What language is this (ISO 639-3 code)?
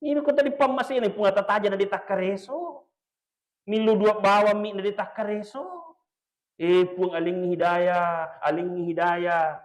bug